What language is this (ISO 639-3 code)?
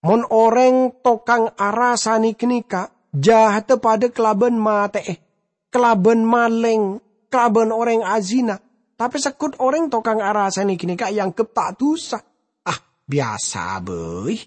mad